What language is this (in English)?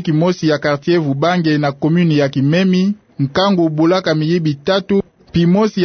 Kituba (Democratic Republic of Congo)